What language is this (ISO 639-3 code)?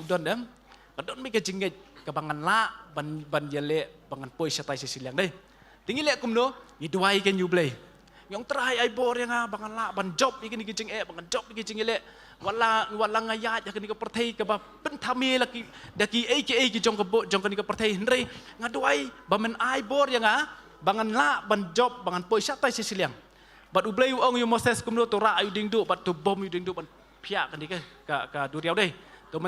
kha